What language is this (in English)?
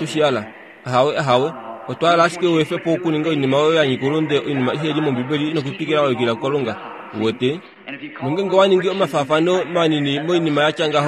Kuanyama